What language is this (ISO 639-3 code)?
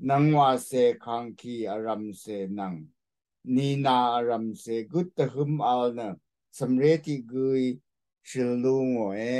raw